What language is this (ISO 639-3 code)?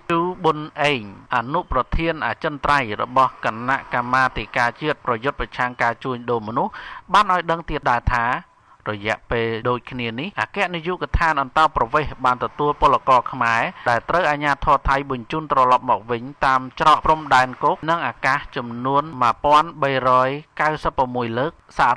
khm